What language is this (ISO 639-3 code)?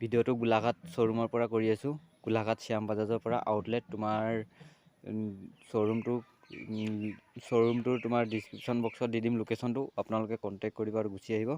asm